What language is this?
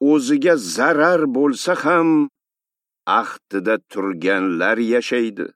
Uzbek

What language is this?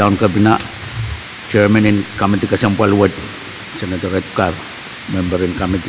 Pohnpeian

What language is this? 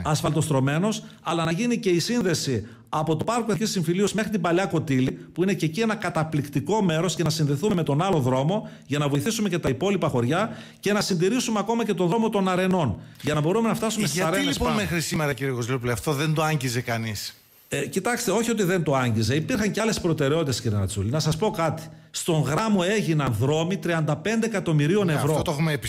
Greek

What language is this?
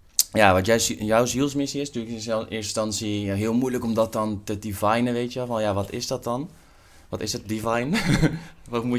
Dutch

